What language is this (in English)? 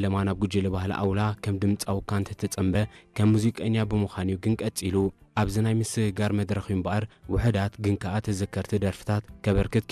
Tigrinya